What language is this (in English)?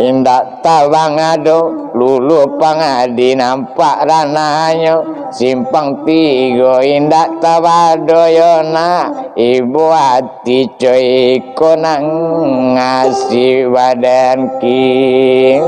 Minangkabau